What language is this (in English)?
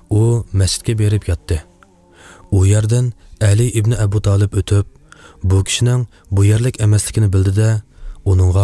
Uyghur